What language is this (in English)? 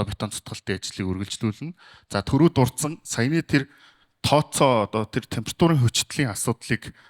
Mongolian